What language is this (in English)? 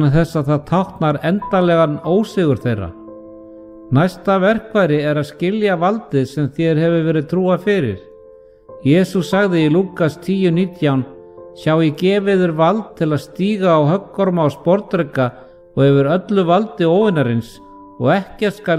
Icelandic